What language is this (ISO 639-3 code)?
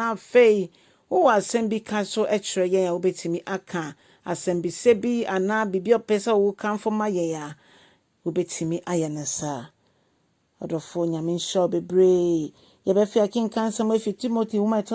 aka